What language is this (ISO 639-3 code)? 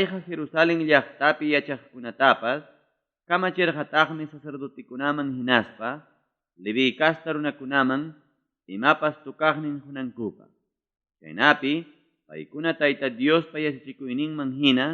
quy